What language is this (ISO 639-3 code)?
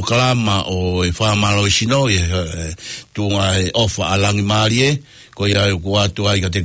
ton